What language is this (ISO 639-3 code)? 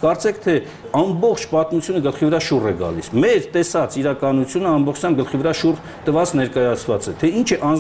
hye